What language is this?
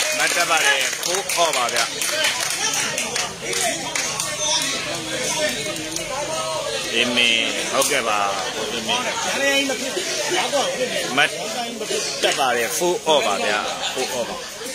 Burmese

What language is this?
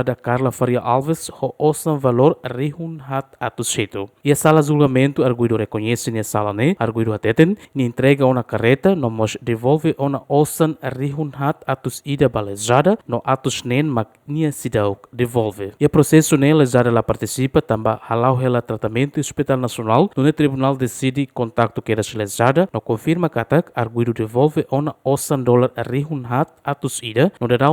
Tetum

